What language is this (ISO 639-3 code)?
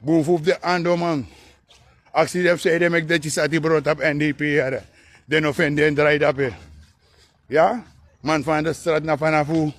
srn